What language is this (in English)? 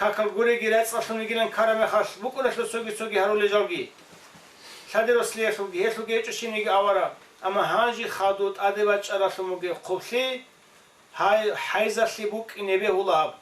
Avaric